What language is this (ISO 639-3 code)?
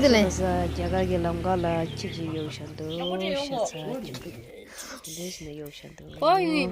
bod